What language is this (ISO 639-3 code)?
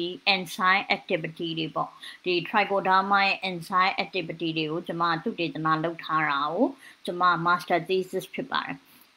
mya